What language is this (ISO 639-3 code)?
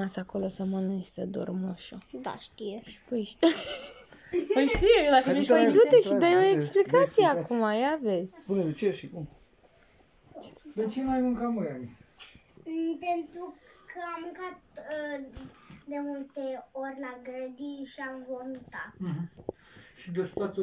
ron